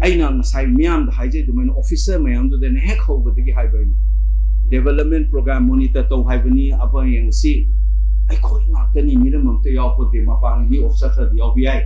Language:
Manipuri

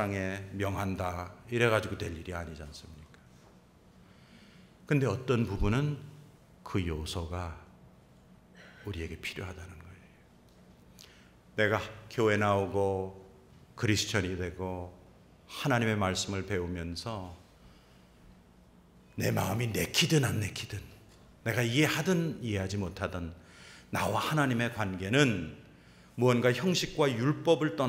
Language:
Korean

